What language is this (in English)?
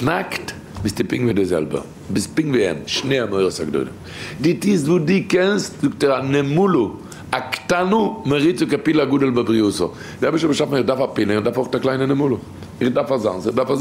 Yiddish